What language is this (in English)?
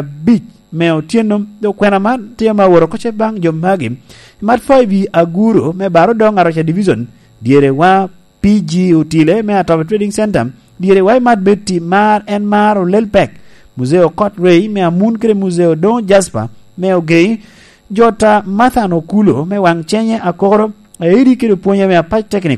Lango (Uganda)